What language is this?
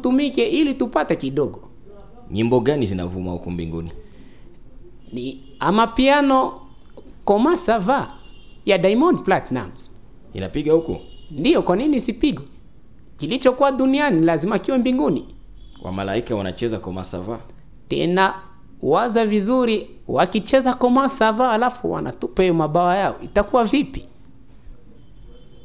Swahili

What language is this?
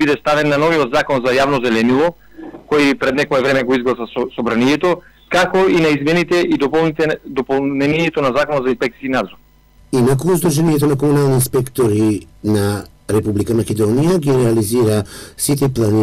Macedonian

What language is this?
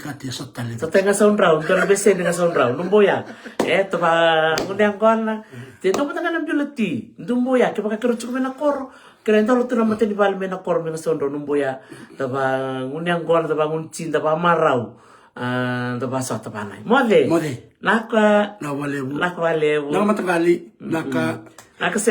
Fijian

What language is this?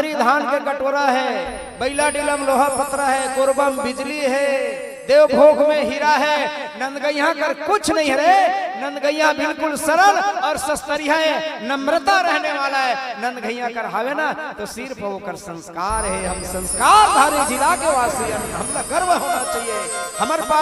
Chhattisgarhi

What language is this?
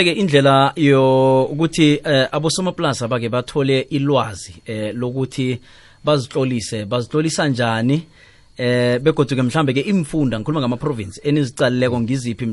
South Ndebele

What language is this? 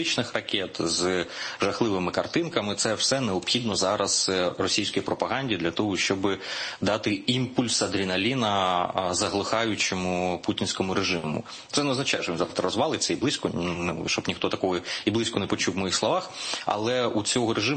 Ukrainian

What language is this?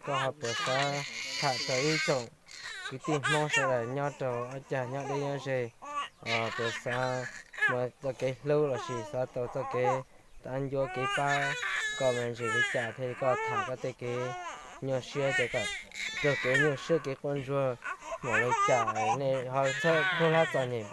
Hmong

